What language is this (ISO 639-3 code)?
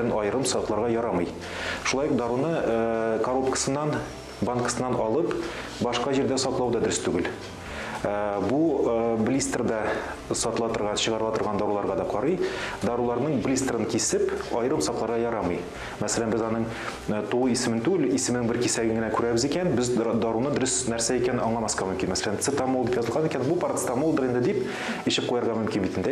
tat